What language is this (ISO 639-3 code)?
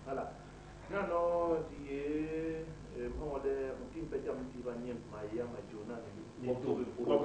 bas